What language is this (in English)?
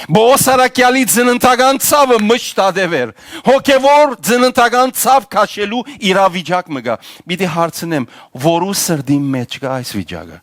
Western Armenian